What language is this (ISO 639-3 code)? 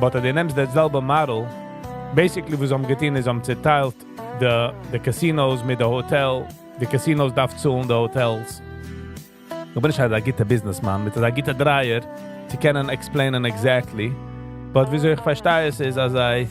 yid